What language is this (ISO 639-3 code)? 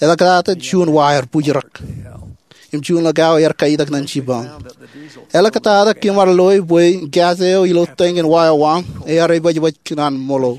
mah